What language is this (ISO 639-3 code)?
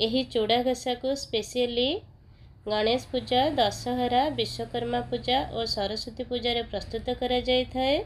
ori